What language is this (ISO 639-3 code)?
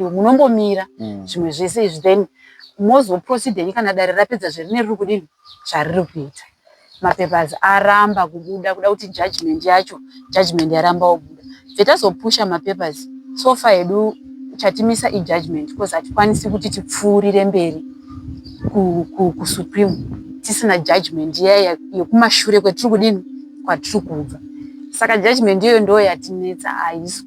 sna